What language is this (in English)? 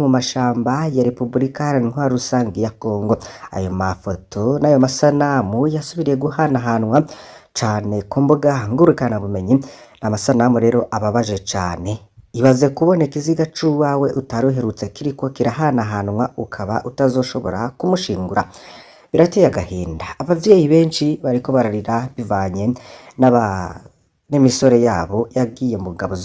Rundi